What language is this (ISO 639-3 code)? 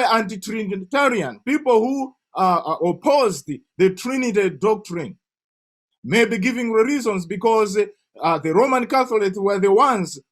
eng